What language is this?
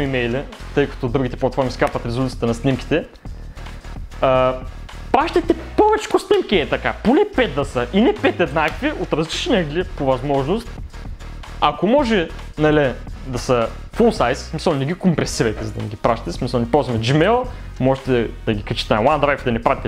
Bulgarian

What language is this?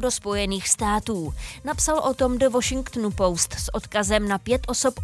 Czech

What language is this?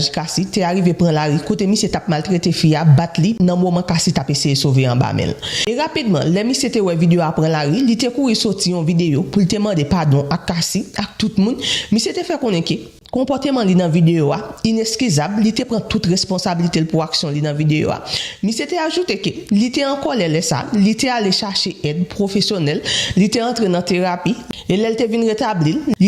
Haitian Creole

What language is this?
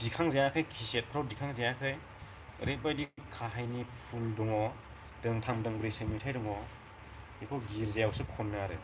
Bodo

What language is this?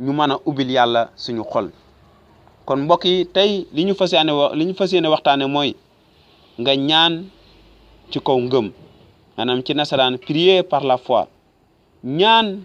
Wolof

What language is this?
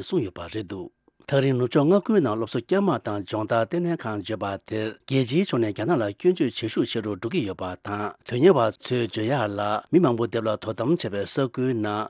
Tibetan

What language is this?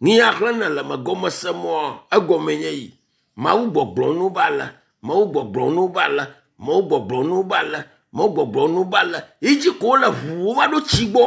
Ewe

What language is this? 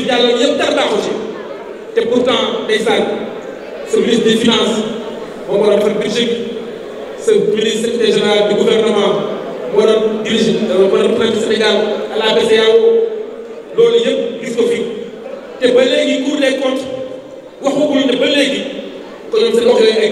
Wolof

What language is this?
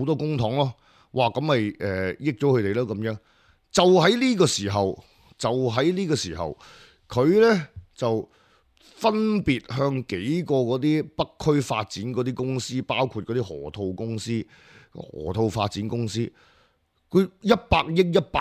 Cantonese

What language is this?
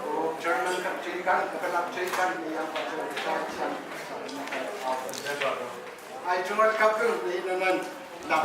Pohnpeian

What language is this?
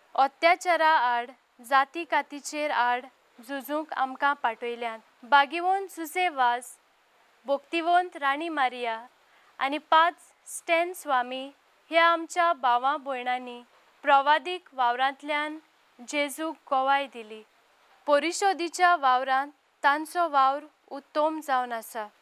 Konkani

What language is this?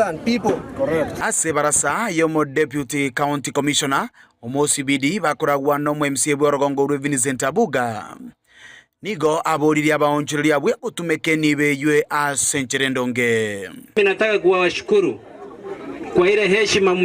Gusii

